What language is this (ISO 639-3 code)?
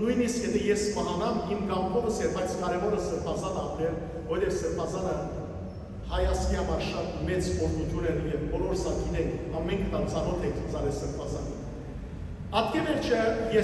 hyw